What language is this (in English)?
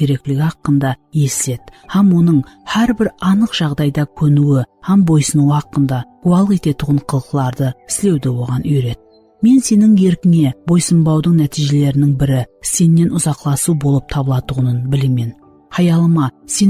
Kara-Kalpak